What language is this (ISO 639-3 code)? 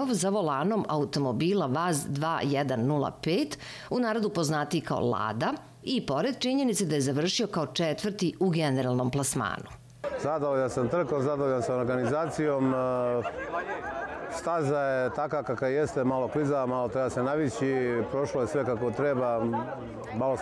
srp